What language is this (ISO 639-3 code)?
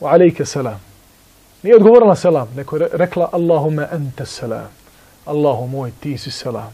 bos